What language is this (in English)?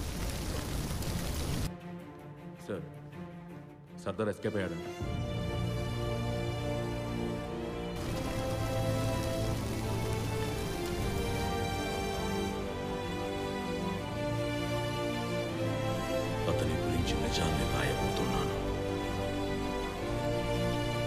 Telugu